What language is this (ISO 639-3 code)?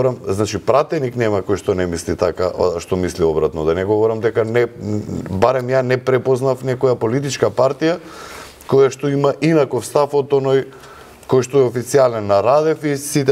mkd